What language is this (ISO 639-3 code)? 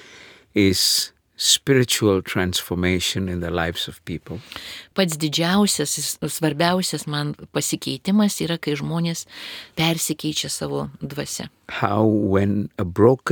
lit